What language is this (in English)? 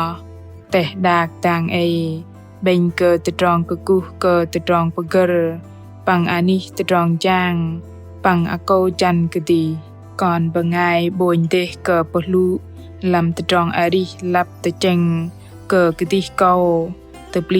Bahnar